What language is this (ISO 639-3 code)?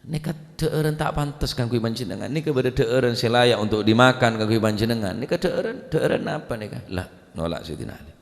mad